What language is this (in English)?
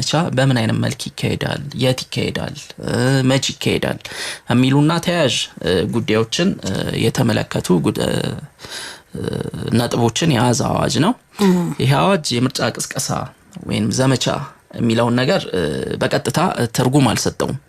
Amharic